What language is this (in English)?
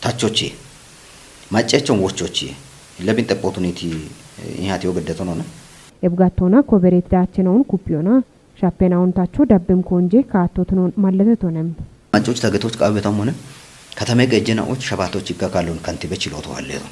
Kafa